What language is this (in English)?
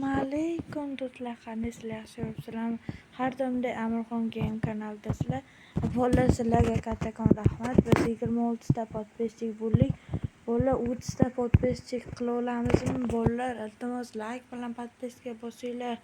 Uzbek